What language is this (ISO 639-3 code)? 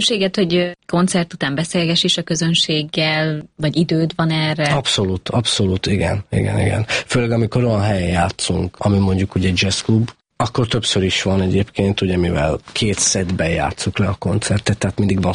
hun